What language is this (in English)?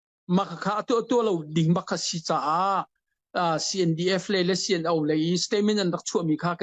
Hakha Chin